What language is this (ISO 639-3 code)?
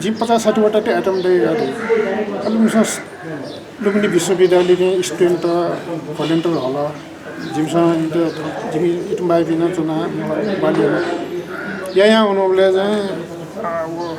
new